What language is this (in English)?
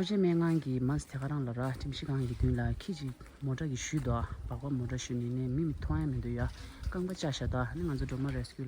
Tibetan